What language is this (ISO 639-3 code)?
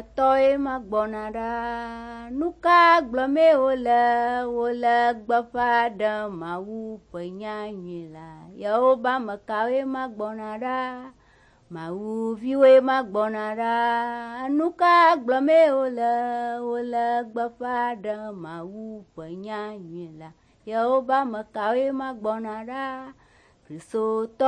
ewe